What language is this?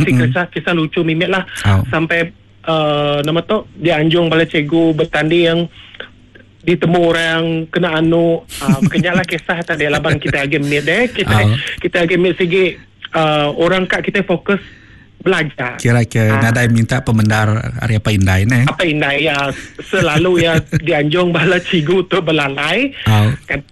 Iban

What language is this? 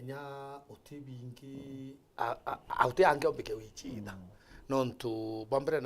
Meru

